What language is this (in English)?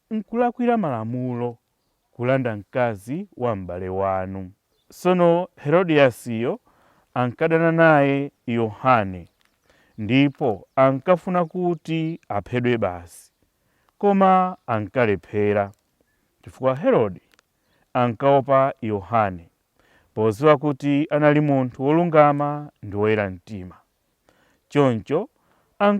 Nyanja